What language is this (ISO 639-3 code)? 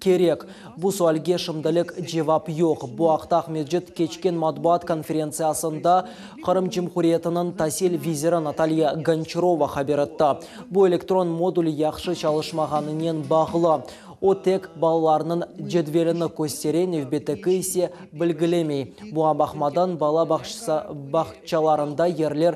crh